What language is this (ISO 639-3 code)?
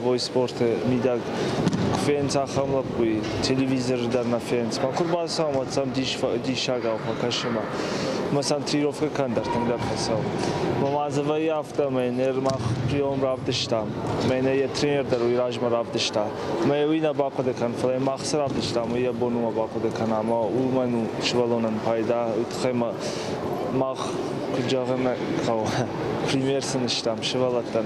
oss